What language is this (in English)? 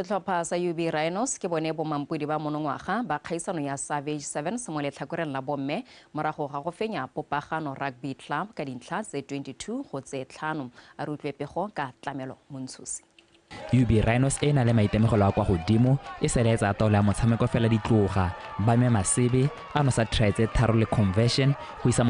Tswana